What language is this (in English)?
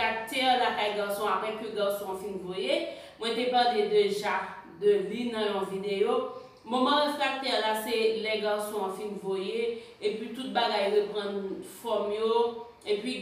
Haitian Creole